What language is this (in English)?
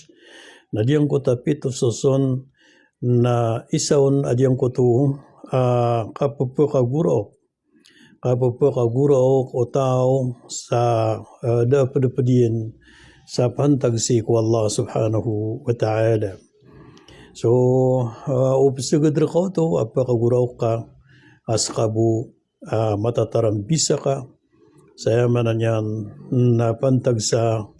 Maranao